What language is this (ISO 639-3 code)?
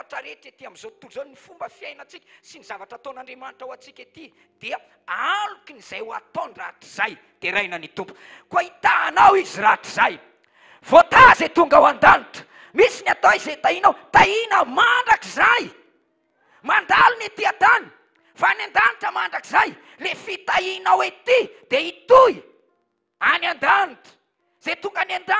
mlg